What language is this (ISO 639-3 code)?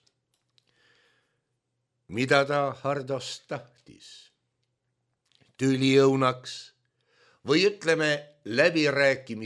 est